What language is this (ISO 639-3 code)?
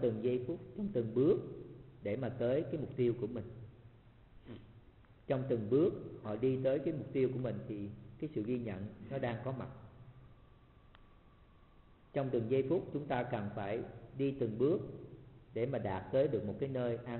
vie